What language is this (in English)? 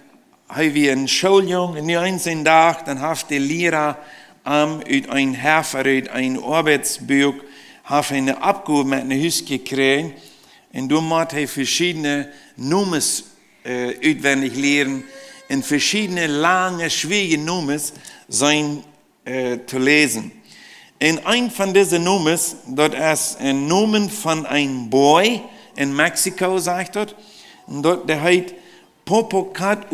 Plautdietsch